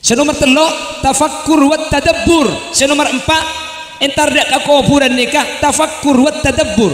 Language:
Madurese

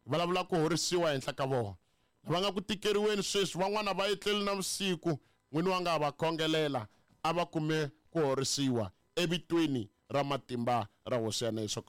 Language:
Tsonga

